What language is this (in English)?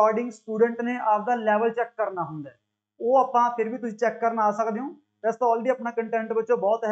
Punjabi